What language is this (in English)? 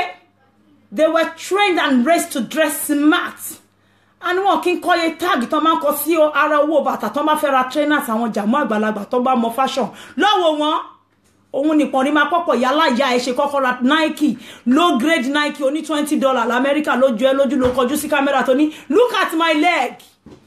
Yoruba